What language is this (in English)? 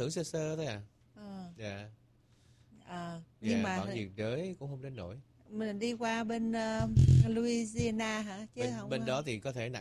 Vietnamese